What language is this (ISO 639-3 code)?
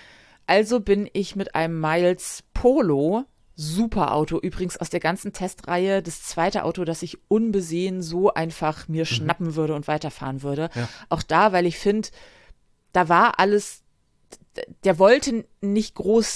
deu